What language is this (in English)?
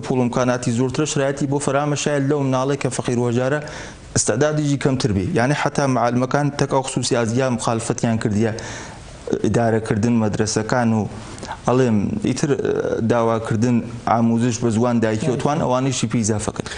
Central Kurdish